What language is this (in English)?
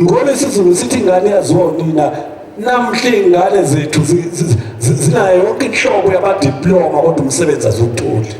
Zulu